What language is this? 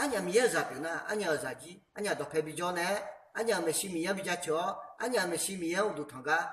Akha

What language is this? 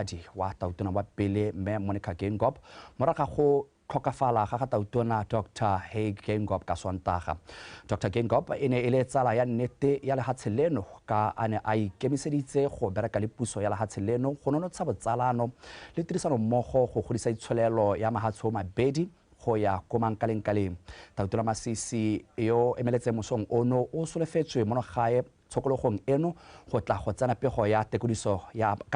Tswana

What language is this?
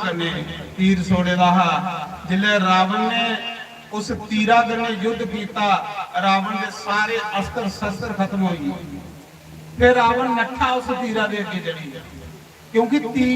Dogri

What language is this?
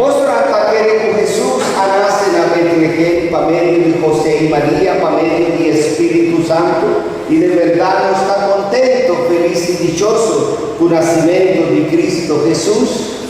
Papiamento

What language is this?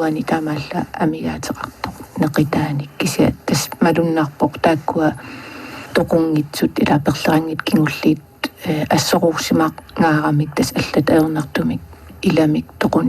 Kalaallisut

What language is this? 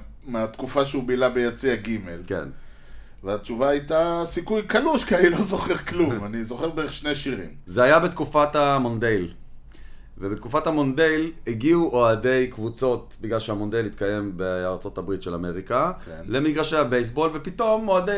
Hebrew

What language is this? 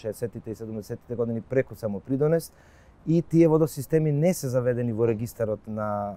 Macedonian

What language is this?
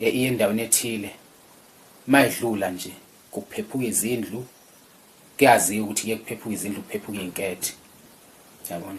Zulu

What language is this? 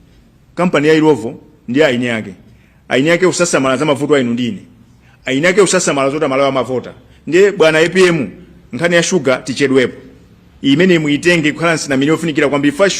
Nyanja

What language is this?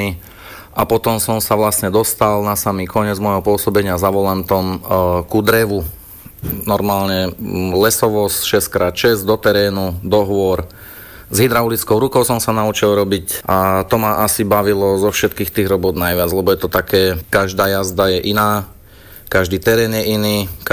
Slovak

